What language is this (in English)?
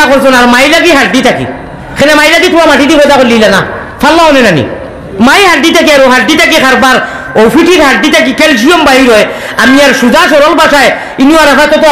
Sylheti